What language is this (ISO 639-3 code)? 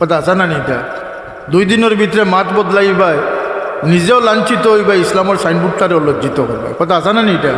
syl